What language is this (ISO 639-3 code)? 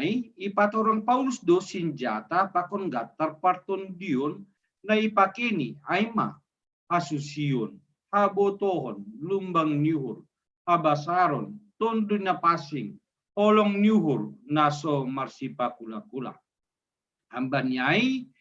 bts